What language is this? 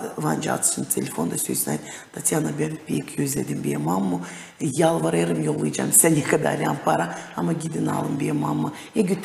Gagauz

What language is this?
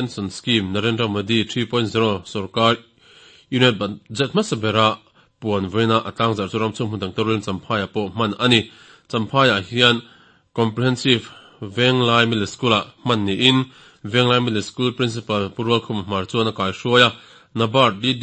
Mizo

